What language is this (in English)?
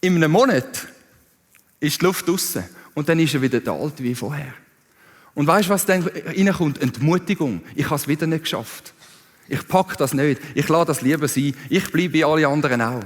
Swiss German